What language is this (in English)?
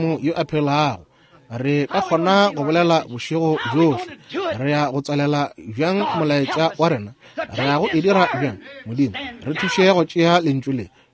Northern Sotho